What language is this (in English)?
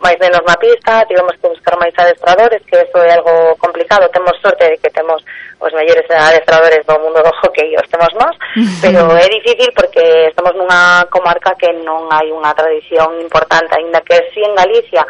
Galician